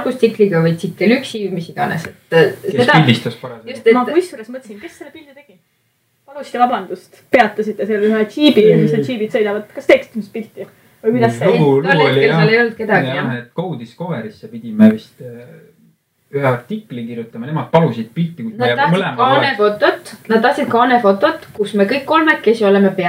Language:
Estonian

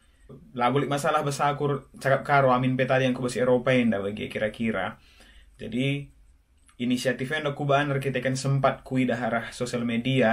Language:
Batak Karo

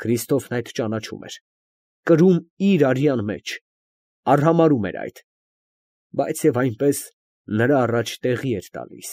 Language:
Armenian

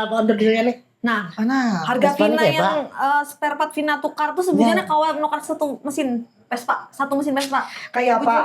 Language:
Banjar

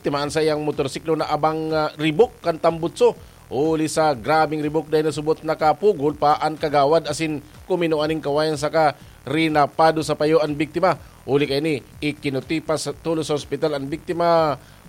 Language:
Bikol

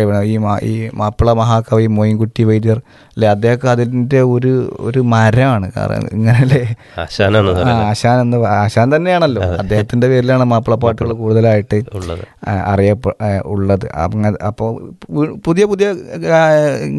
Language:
Malayalam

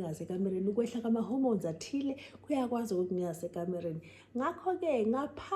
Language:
Zulu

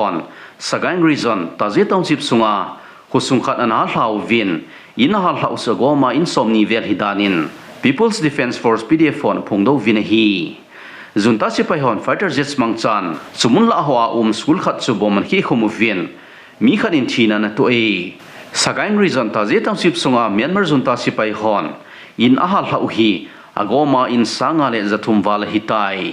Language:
Thado Chin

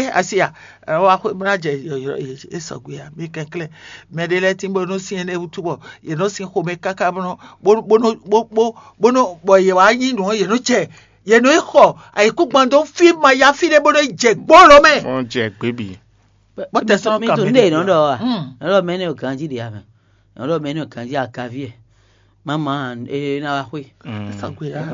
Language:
Fon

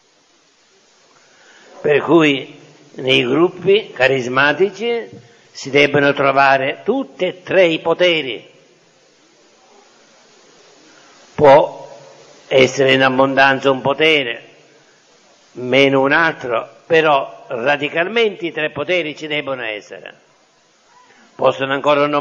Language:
Italian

